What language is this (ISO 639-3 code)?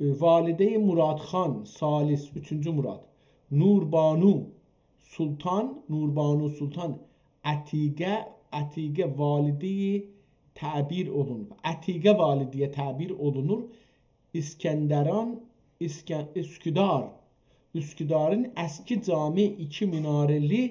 azb